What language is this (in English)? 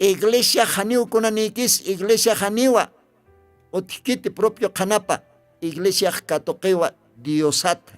Aymara